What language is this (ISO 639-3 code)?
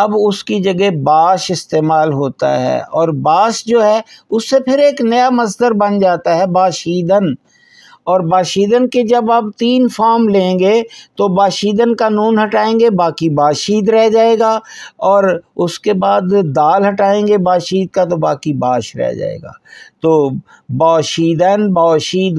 urd